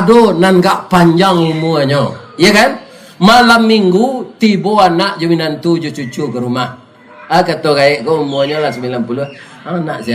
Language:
Minangkabau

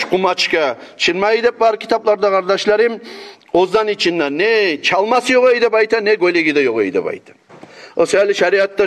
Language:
Kumyk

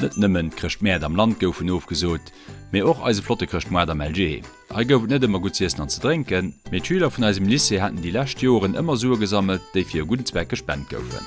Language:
Luxembourgish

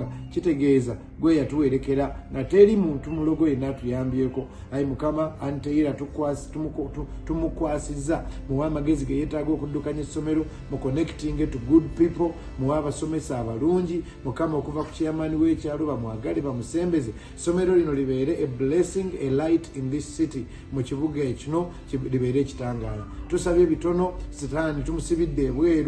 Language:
Ganda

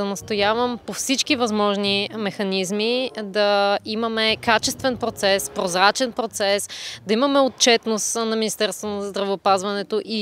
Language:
Bulgarian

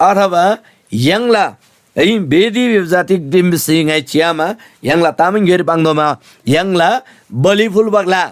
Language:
Eastern Tamang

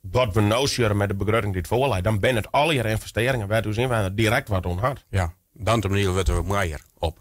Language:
Western Frisian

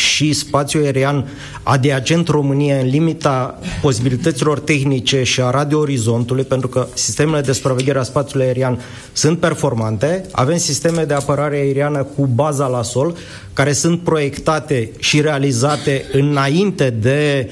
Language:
Romanian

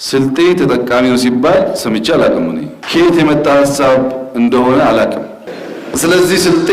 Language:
Amharic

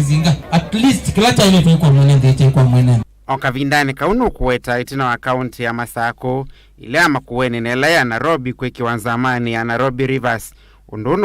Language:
Kamba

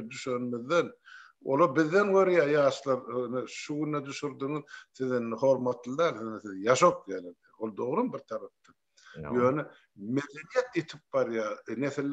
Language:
Turkmen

